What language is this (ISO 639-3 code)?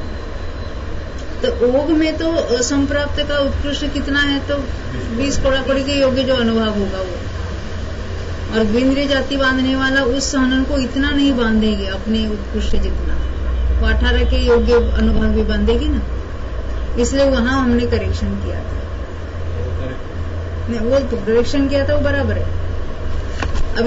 hin